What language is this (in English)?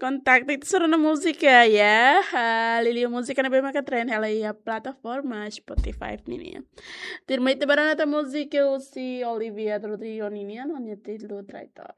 Tetum